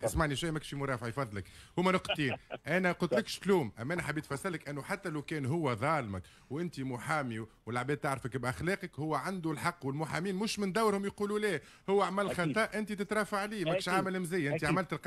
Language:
Tunisian Arabic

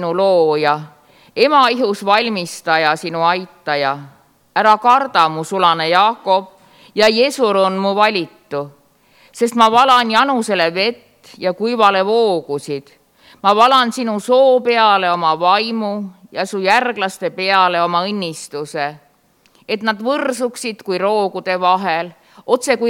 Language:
Estonian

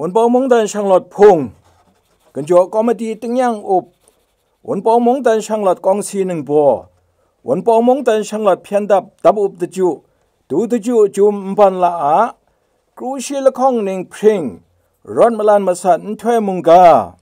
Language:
Kachin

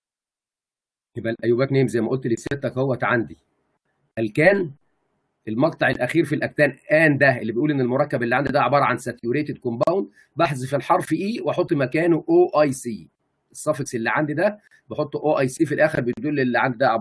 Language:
Egyptian Arabic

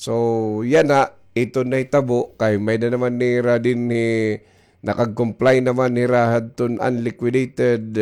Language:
Waray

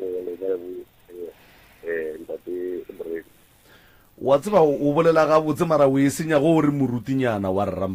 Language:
Northern Sotho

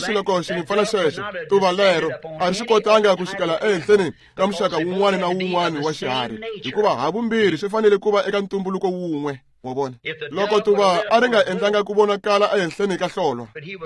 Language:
Tsonga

